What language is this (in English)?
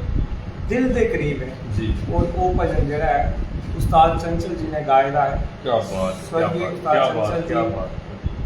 Dogri